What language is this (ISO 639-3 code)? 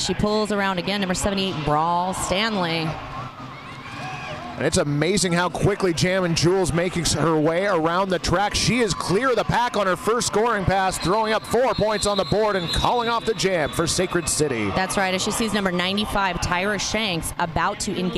eng